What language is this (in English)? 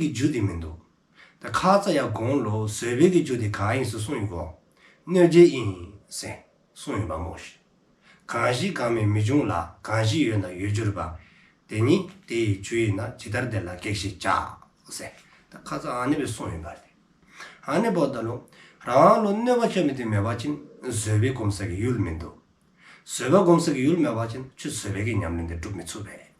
Dzongkha